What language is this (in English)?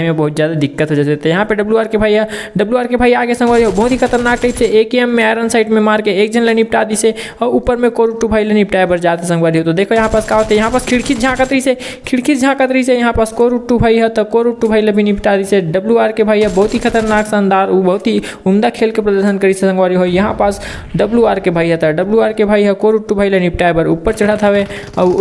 Chhattisgarhi